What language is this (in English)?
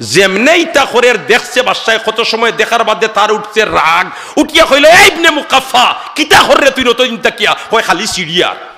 Sylheti